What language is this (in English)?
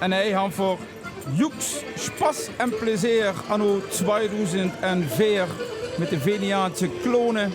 Limburgish